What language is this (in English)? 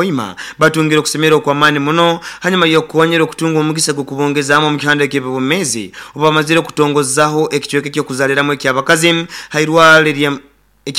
Nyoro